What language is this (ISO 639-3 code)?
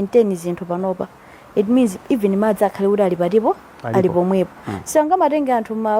nya